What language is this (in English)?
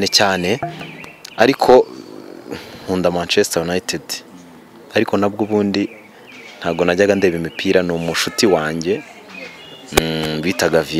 Kinyarwanda